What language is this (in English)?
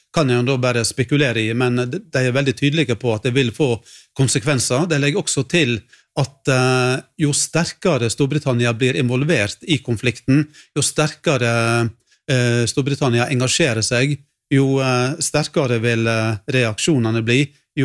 Norwegian